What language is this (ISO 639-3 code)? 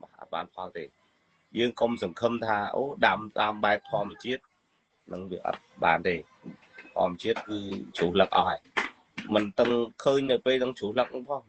khm